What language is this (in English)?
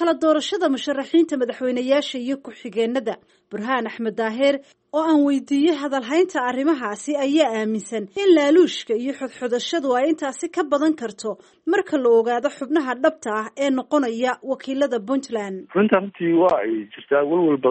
Somali